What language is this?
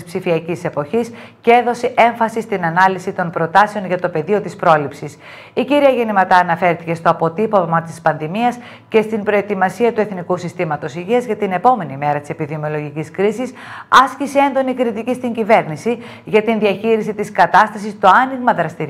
Greek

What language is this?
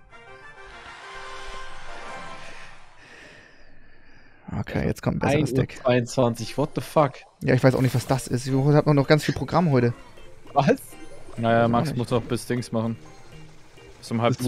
German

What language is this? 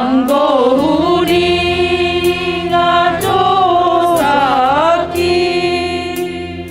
Batak Simalungun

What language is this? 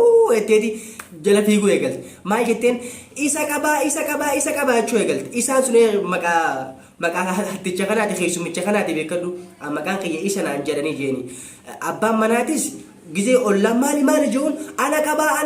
Oromo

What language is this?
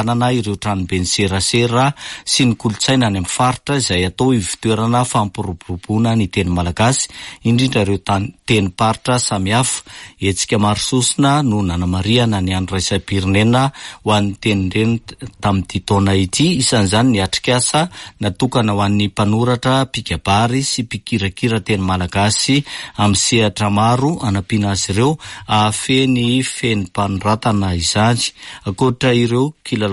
Malagasy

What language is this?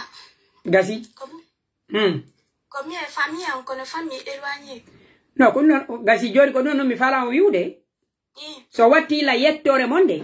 Pular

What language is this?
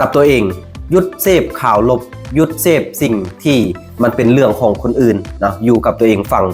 Lao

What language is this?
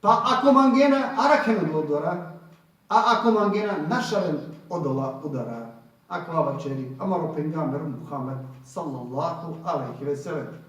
Balkan Romani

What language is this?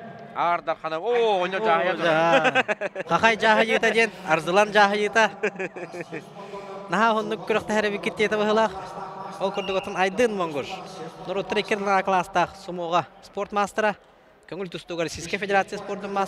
Yakut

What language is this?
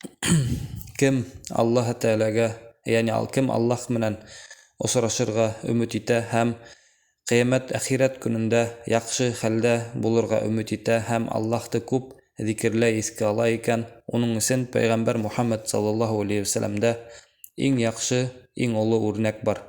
Bashkir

